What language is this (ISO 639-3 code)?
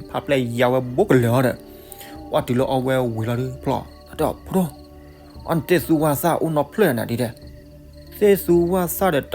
ksw